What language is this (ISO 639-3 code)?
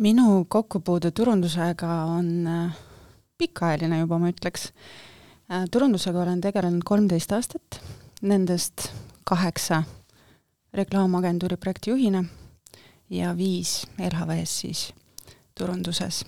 est